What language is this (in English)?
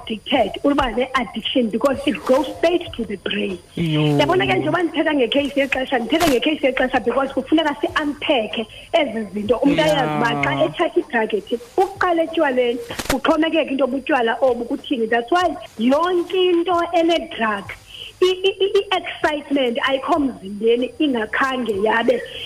Xhosa